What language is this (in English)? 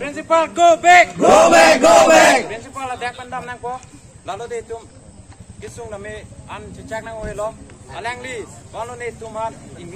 Karbi